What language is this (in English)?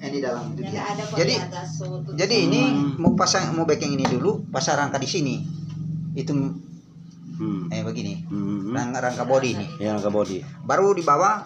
Manado Malay